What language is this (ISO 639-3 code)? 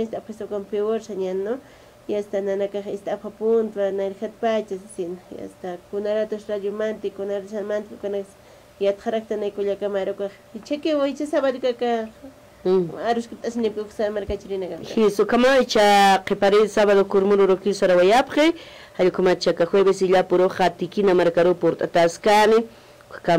aym